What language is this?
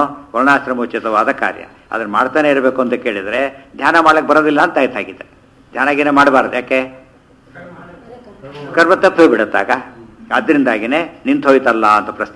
Kannada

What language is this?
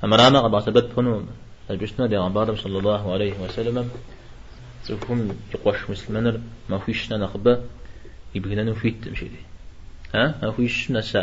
Kabardian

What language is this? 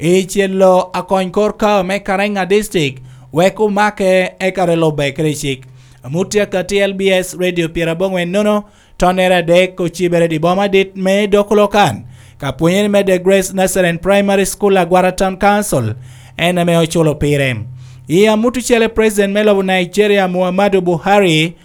Lango (Uganda)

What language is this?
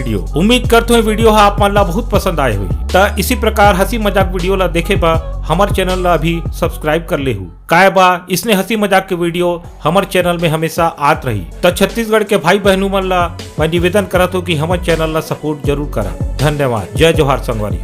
Chhattisgarhi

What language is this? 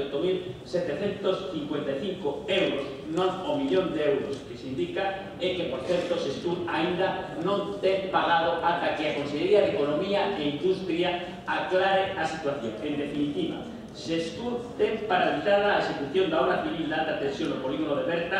Galician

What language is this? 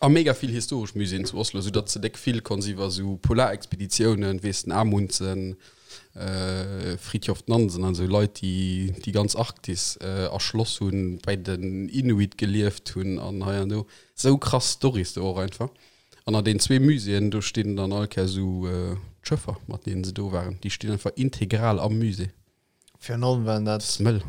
Luxembourgish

